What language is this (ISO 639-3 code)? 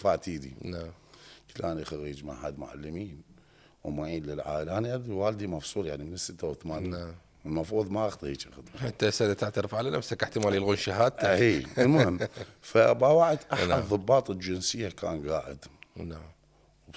acm